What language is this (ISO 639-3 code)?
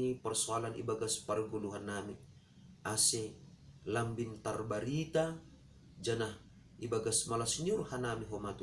bts